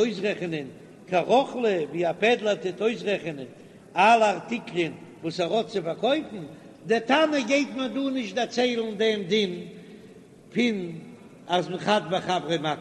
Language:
Yiddish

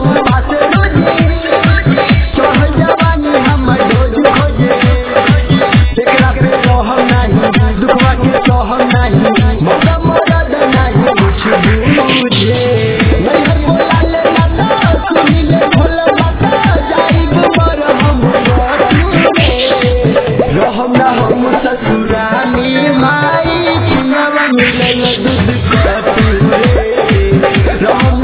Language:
Bhojpuri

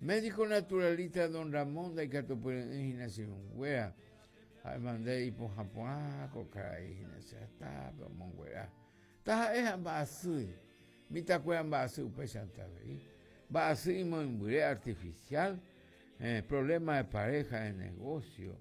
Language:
Guarani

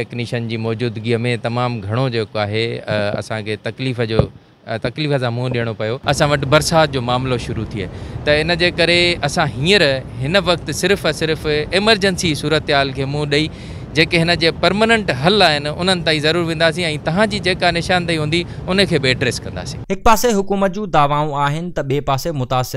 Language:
Sindhi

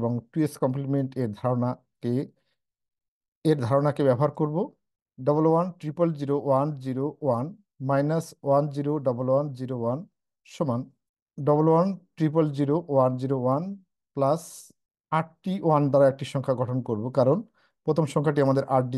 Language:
Bangla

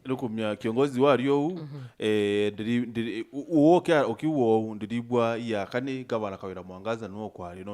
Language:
Meru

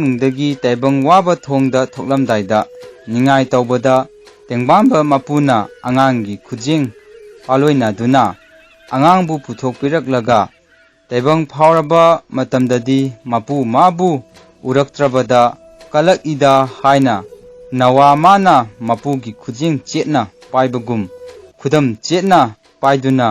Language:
Manipuri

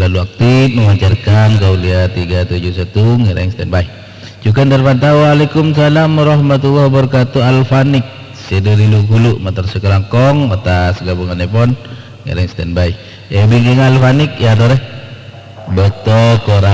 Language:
Madurese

